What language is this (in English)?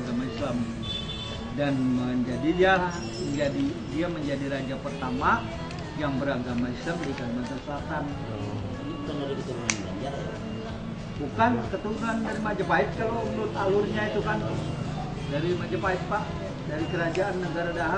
Banjar